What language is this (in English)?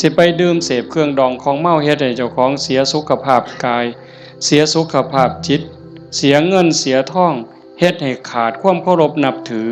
Northeastern Thai